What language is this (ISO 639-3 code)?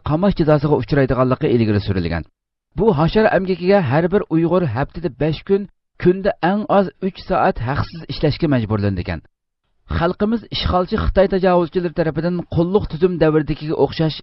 uig